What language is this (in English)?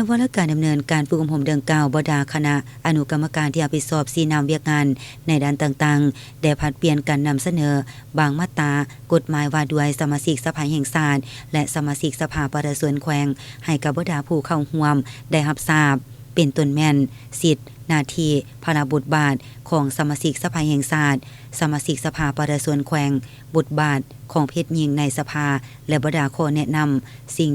Lao